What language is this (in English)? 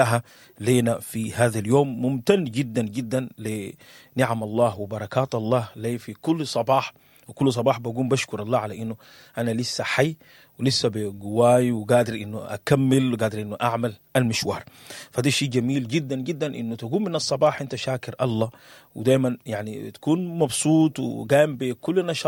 Sudanese Arabic